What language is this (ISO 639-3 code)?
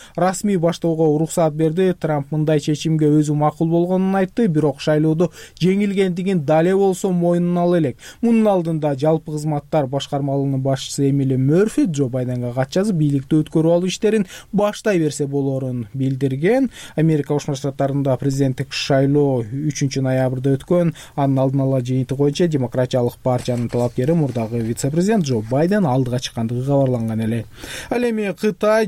kir